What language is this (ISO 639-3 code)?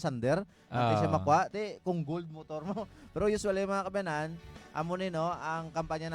hil